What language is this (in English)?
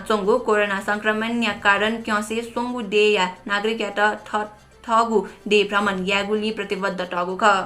Newari